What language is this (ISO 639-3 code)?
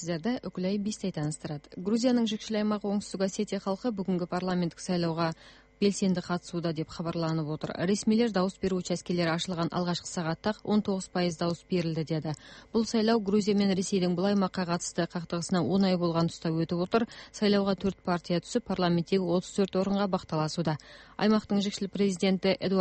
kaz